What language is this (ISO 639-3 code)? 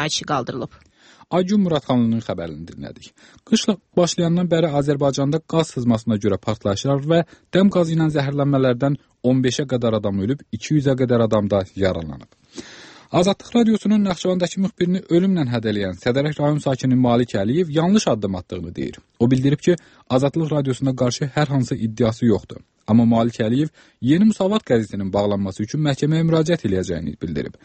aze